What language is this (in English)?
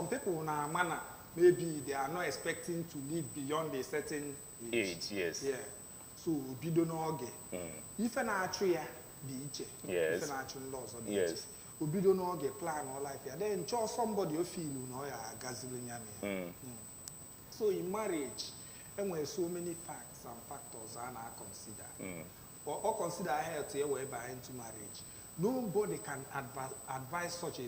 Igbo